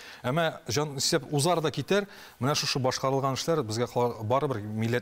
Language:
Tatar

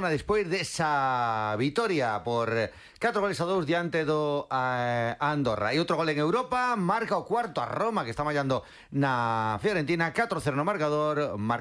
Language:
Galician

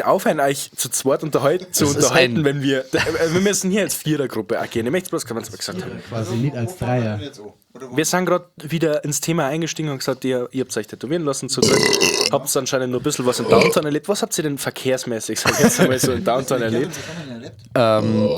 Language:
Bavarian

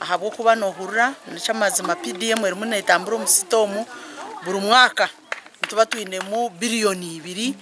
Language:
Nyankole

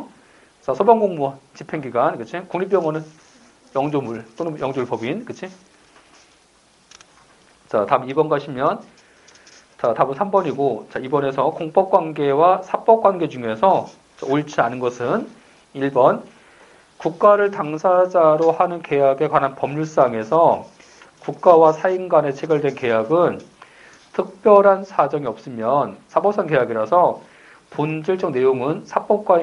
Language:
Korean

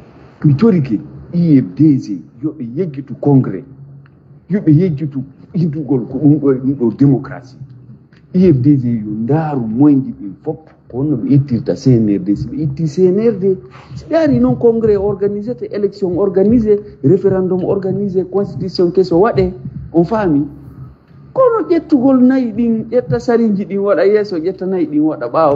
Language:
Pular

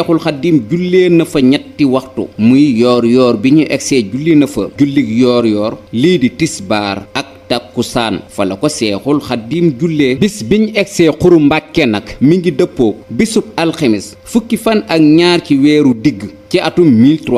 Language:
Wolof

